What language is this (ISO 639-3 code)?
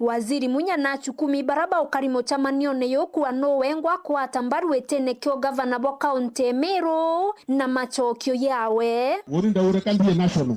mer